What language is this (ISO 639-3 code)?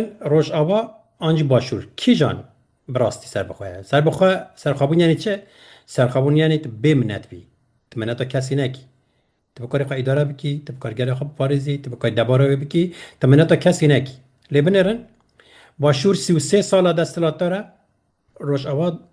kur